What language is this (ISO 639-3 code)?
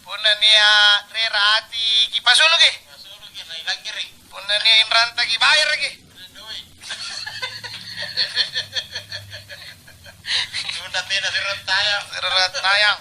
mak